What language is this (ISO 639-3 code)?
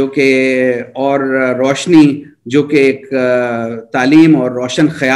urd